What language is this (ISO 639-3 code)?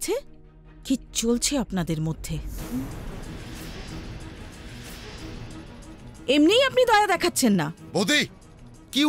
ben